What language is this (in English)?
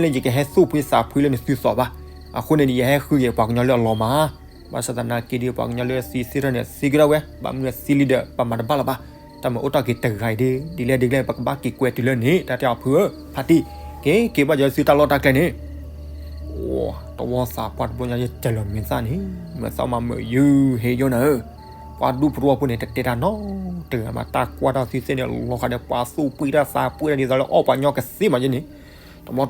S'gaw Karen